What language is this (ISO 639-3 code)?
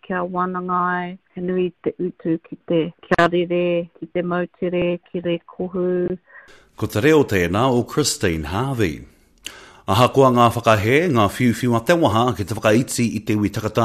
mri